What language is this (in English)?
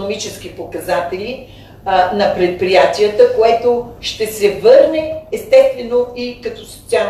Bulgarian